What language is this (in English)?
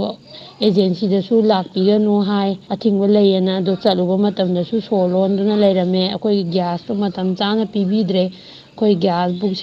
Manipuri